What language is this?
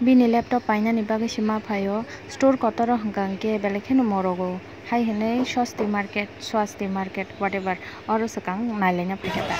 Kok Borok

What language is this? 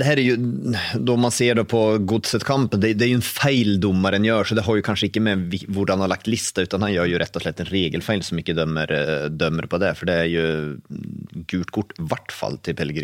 Norwegian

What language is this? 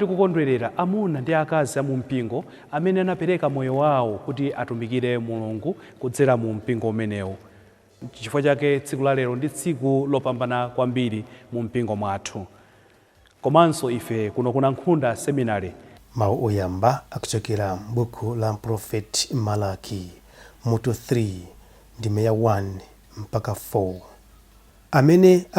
Nyanja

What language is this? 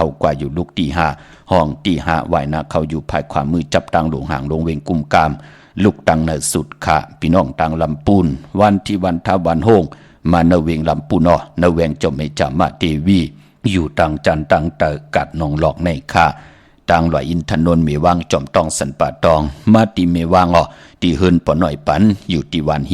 Shan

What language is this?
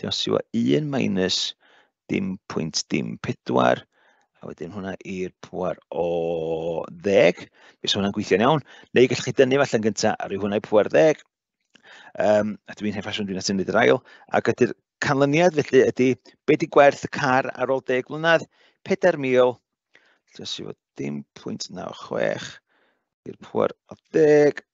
Welsh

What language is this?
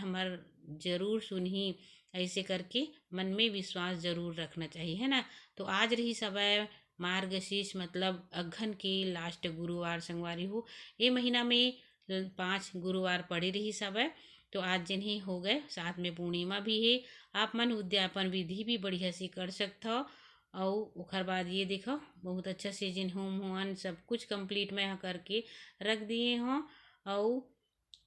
Chhattisgarhi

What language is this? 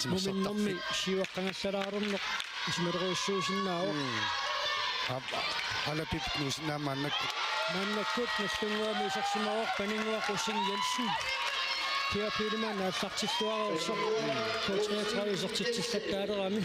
Kalaallisut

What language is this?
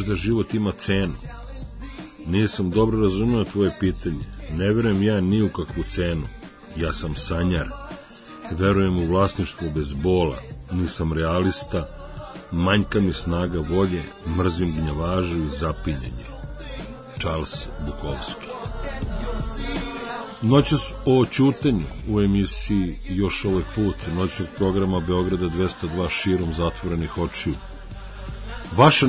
Serbian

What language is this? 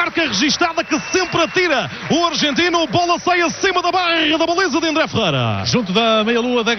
Portuguese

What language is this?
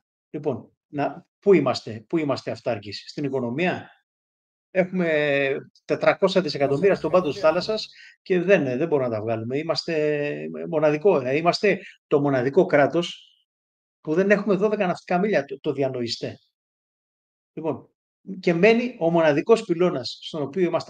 Greek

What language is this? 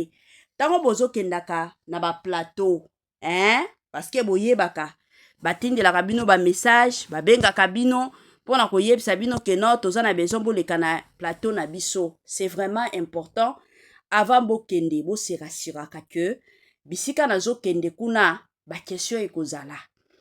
Lingala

